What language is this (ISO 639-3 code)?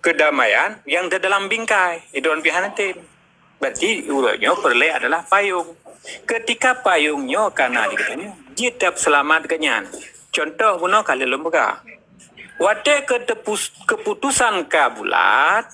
ace